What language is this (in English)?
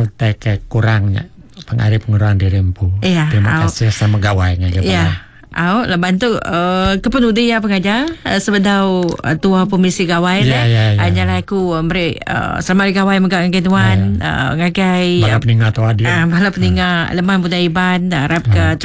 Iban